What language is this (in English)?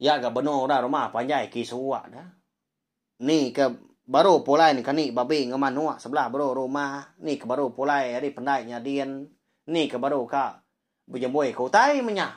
Iban